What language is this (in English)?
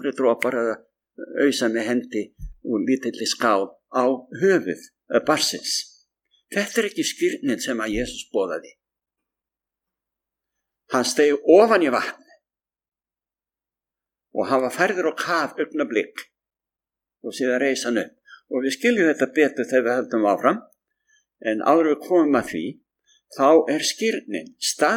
Icelandic